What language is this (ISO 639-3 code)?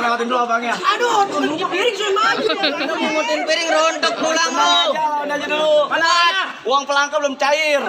bew